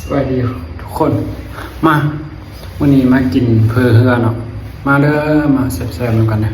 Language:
Northeastern Thai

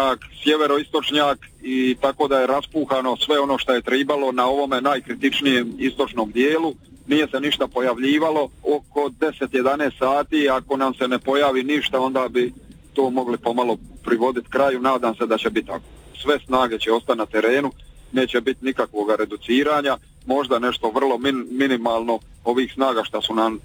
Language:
Croatian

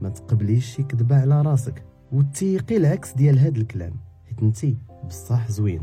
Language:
Moroccan Arabic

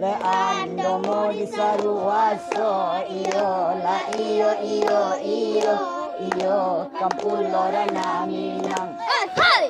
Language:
Minangkabau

